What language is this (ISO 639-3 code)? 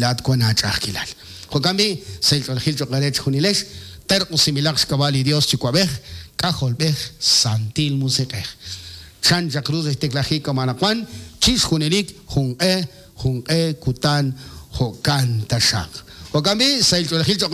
kek